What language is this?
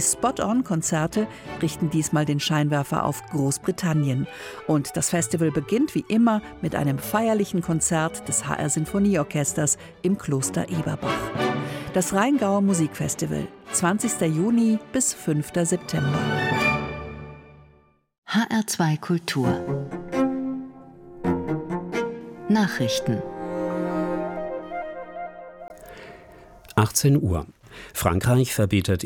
German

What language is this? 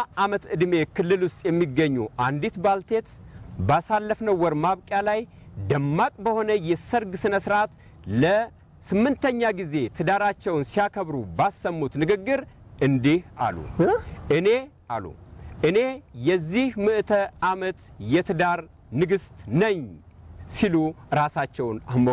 Amharic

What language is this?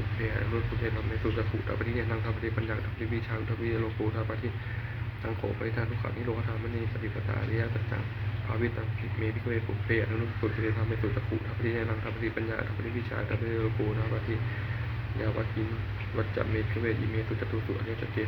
Pali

